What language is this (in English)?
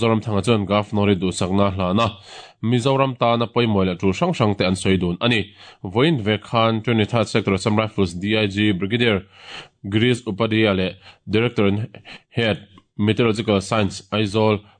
Mizo